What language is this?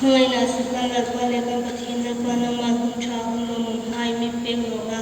Hmar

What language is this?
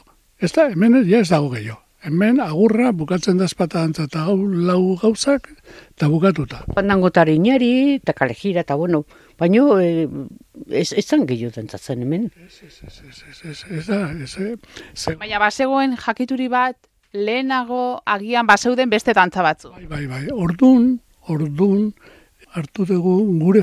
Basque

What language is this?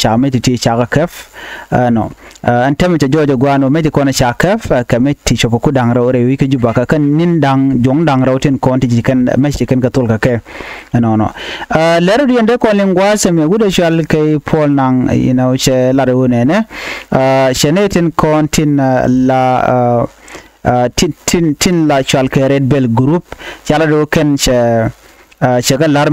Nuer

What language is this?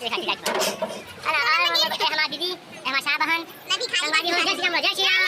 Chhattisgarhi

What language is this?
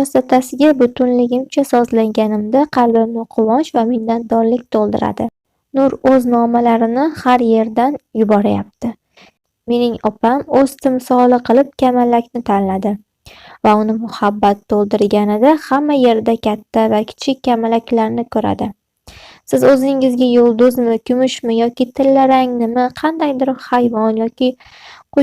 Uzbek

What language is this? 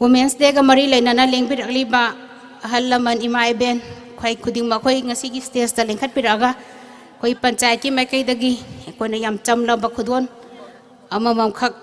Manipuri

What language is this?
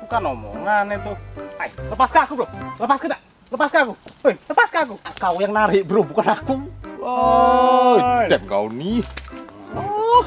Musi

